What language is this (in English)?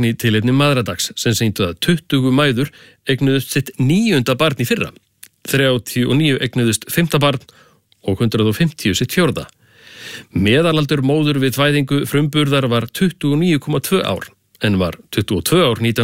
Icelandic